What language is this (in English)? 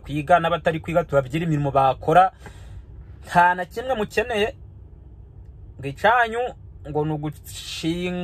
Kinyarwanda